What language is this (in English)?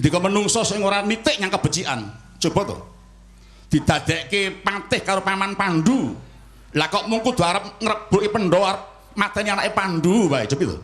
Javanese